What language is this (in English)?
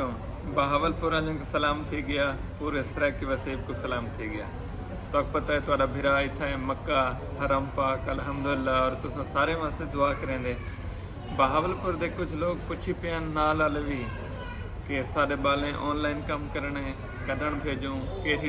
Saraiki